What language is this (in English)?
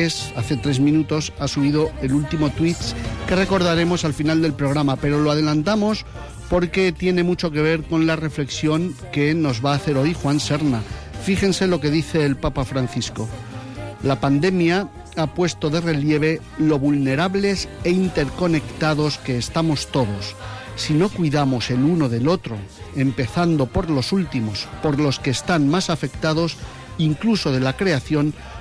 Spanish